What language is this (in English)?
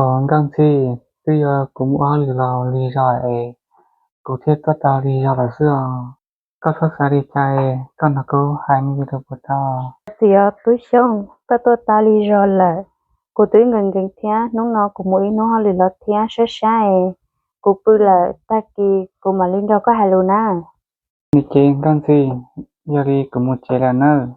Hmong